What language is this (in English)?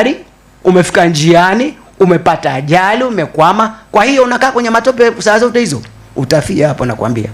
Swahili